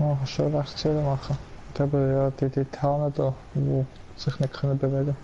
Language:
Swiss German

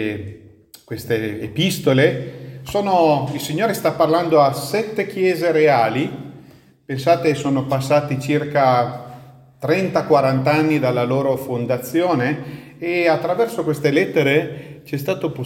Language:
Italian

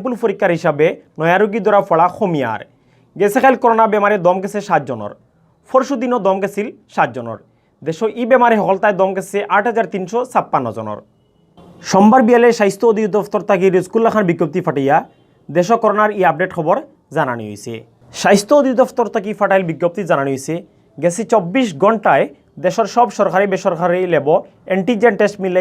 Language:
Sylheti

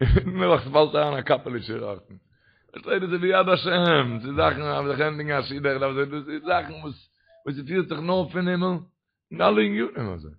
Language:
Yiddish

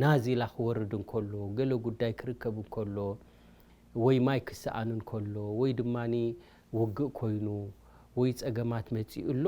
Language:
Tigrinya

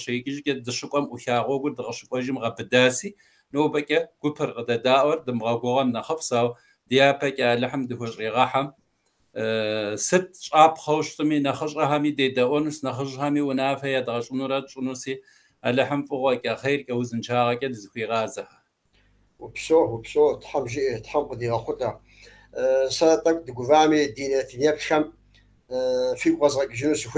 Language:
Kabardian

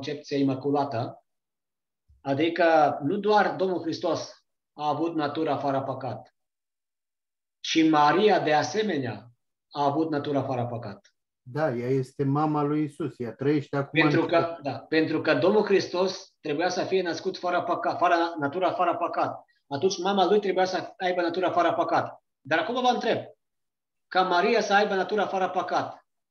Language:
Romanian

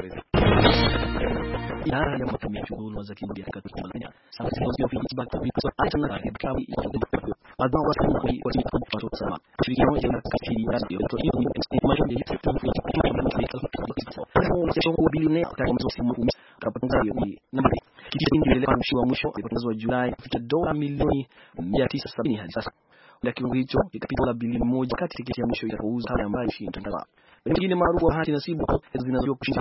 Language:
Swahili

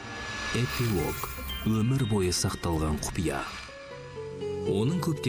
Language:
Kazakh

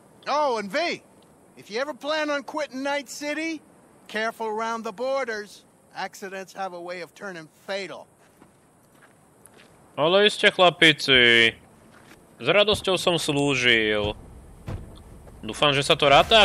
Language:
Slovak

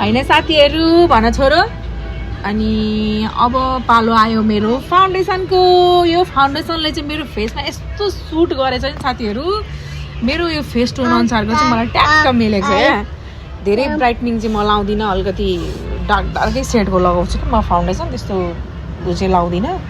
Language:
Nepali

